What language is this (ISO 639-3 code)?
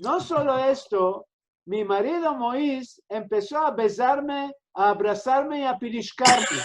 lad